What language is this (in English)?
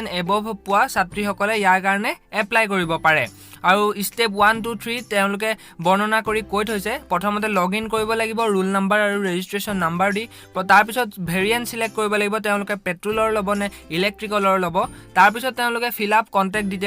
Assamese